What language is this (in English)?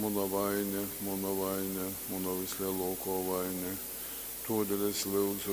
Latgalian